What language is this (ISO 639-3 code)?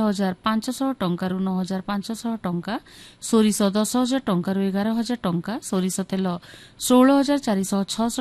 ori